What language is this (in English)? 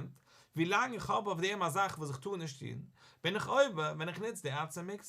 Yiddish